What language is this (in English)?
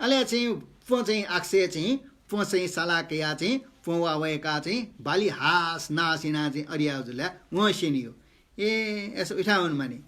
Newari